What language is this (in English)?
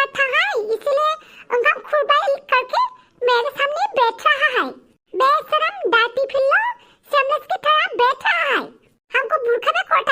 Bodo